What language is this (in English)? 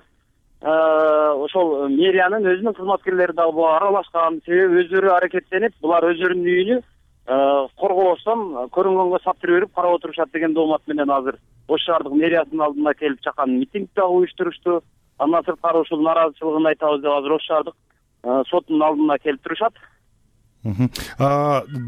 Kyrgyz